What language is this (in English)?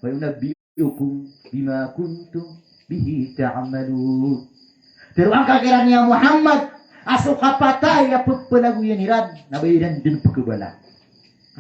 Maranao